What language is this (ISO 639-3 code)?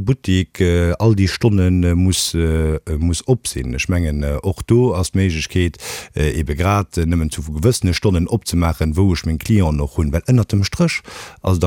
ltz